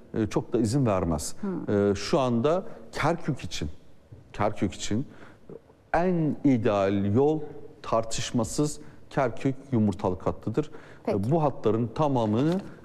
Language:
Turkish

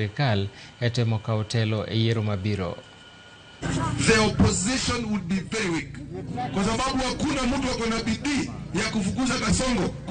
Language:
Luo (Kenya and Tanzania)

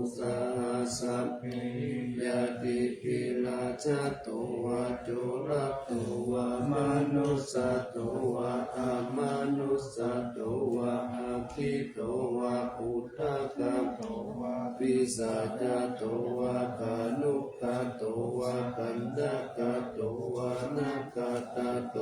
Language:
Pali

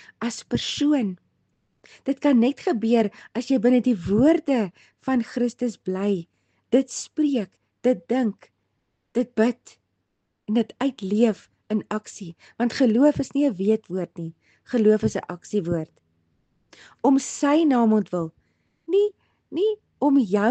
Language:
Afrikaans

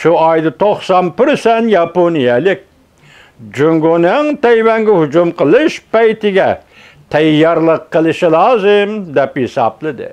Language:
Uyghur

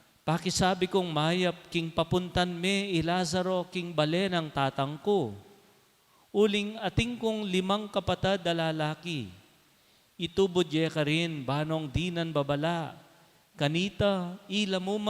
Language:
Pampanga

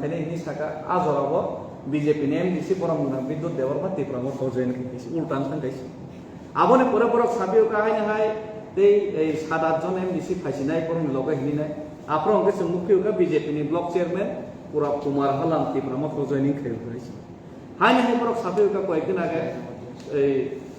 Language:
Kok Borok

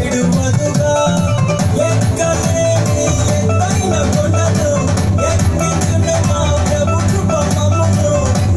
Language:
Telugu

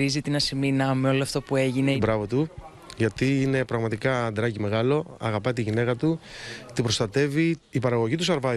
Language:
Greek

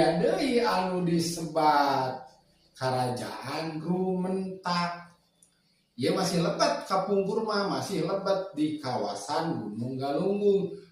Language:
Sundanese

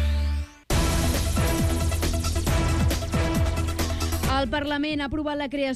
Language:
Catalan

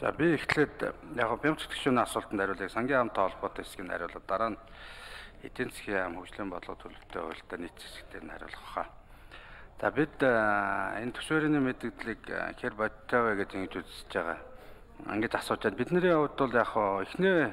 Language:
Mongolian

